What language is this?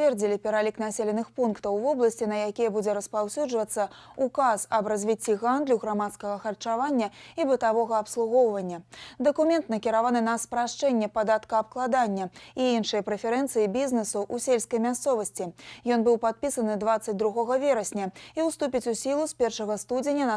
Belarusian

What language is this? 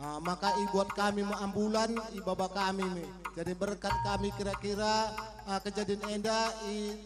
Batak Karo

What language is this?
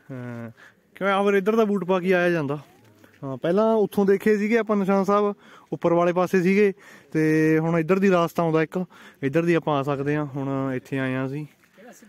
Punjabi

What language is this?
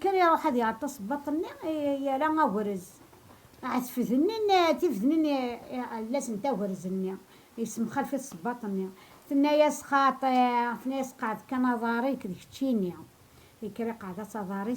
Kabyle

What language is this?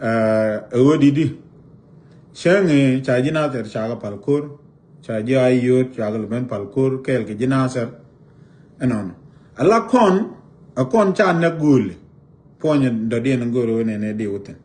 Nuer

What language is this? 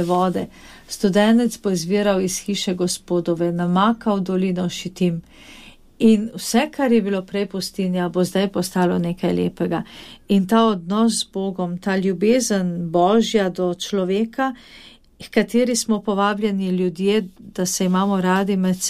Slovenian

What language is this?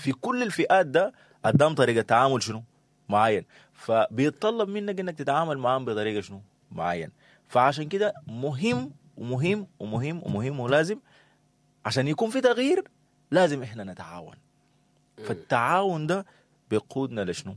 Sudanese Arabic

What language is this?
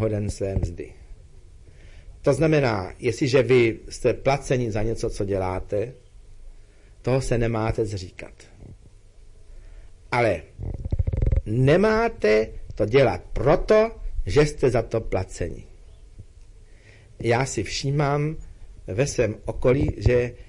Czech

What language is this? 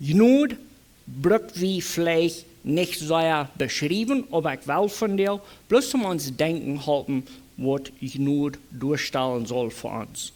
Plautdietsch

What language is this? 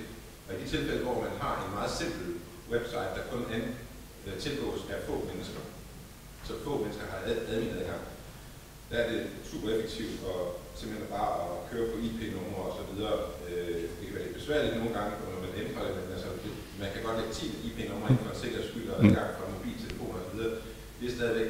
Danish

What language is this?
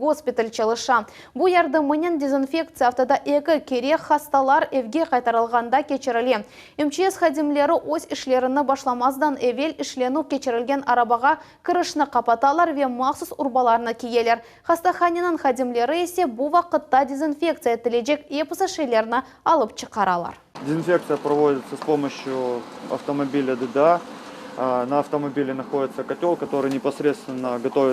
Crimean Tatar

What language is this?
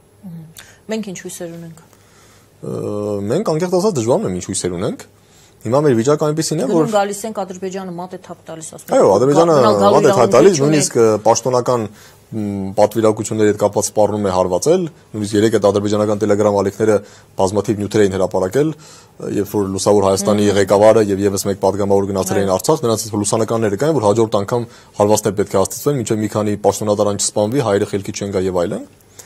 Armenian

